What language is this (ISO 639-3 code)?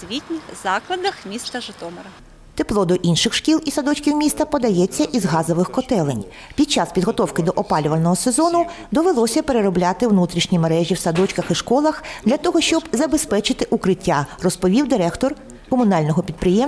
ukr